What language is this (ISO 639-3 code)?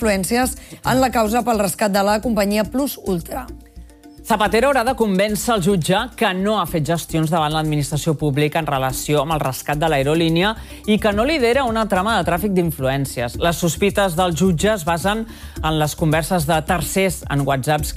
cat